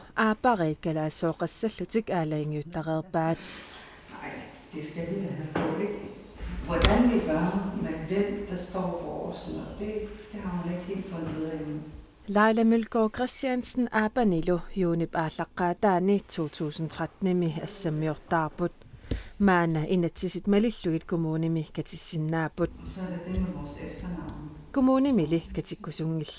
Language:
Kalaallisut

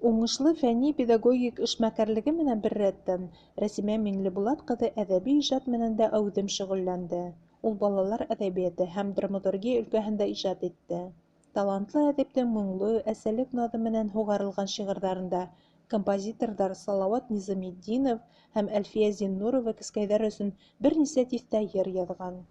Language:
Bashkir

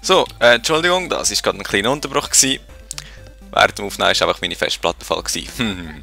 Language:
Swiss German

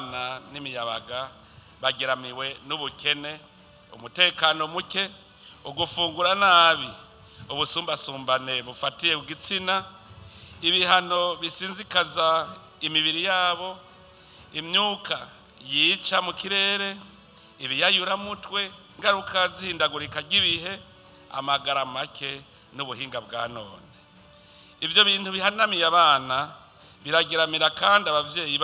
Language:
Rundi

